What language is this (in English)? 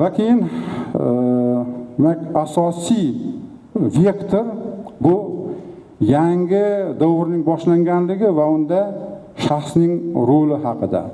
Uzbek